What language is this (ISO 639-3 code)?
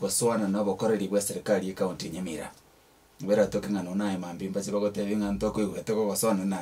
guz